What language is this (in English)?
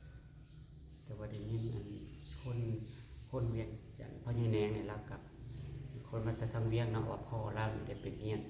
Northeastern Thai